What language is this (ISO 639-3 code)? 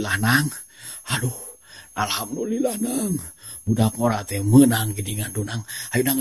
sun